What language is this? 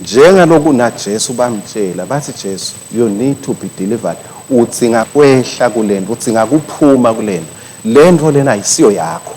Swati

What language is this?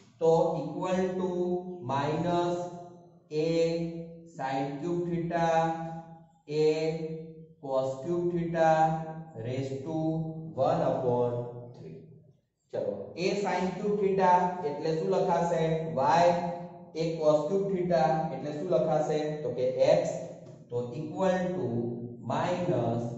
Gujarati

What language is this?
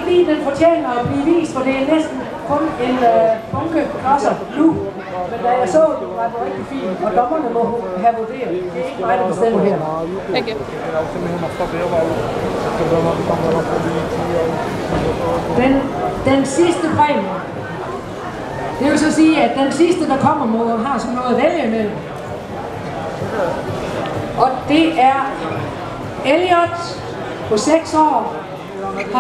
Danish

